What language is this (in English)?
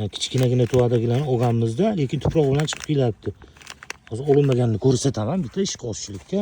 Uzbek